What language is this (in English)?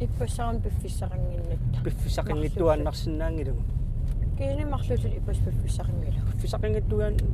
Kalaallisut